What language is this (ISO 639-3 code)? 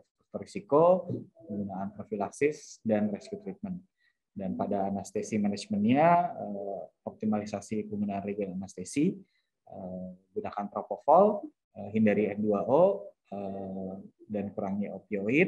ind